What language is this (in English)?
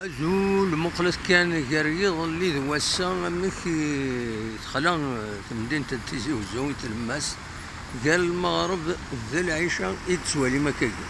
Kabyle